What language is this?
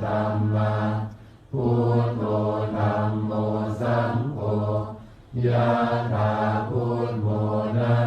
Pali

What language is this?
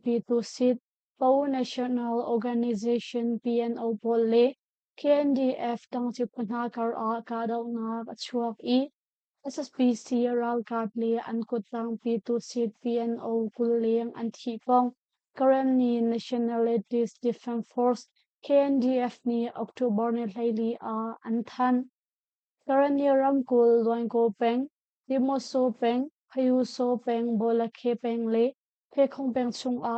Hakha Chin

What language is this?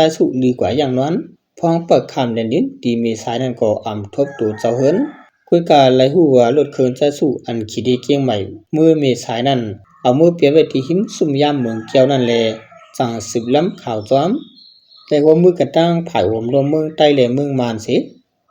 Shan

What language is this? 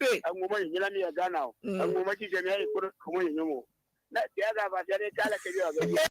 Ewe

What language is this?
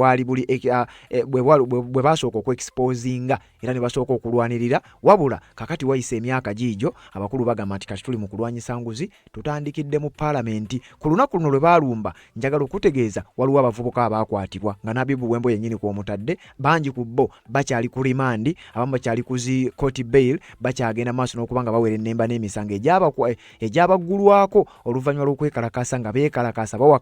Ganda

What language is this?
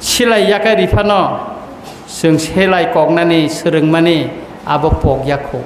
Kok Borok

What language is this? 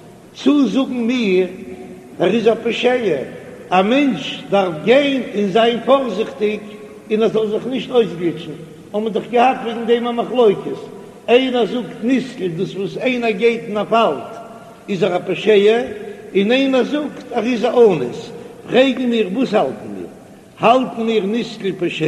Yiddish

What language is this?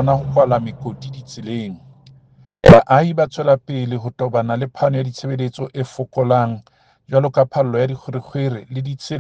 Southern Sotho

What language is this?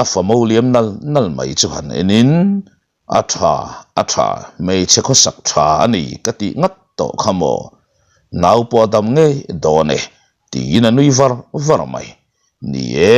Mizo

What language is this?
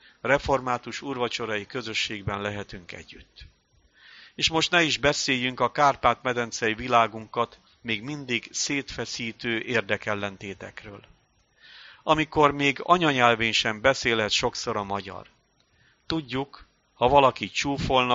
Hungarian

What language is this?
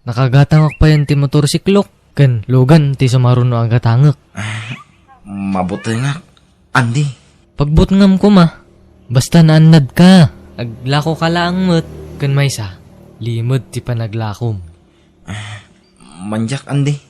Iloko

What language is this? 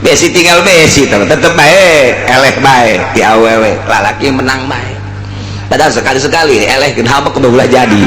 Sundanese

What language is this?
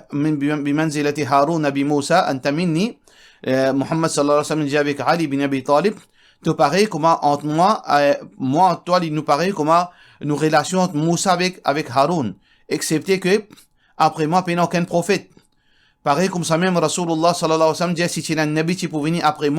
Morisyen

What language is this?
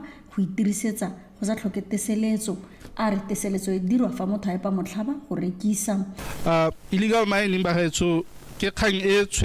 Tswana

